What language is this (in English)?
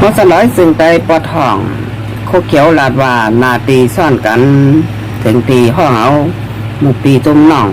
Shan